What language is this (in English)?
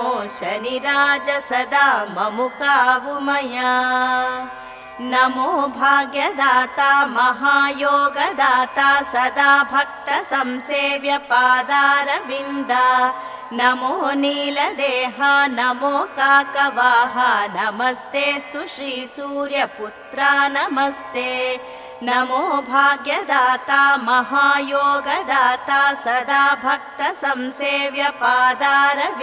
Telugu